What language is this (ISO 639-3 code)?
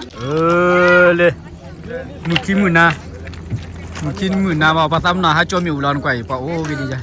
ksw